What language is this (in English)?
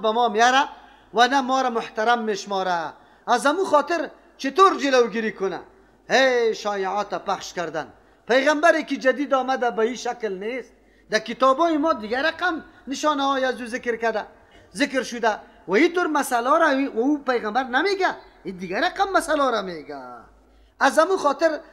Persian